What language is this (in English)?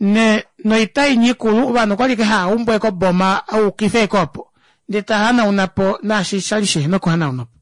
Kuanyama